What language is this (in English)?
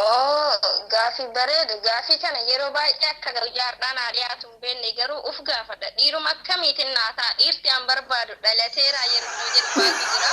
Oromo